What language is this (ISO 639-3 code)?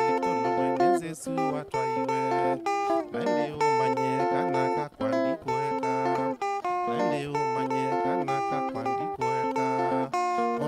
kam